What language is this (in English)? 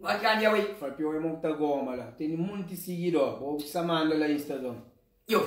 Kabuverdianu